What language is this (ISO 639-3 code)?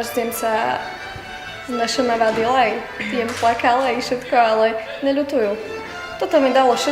rue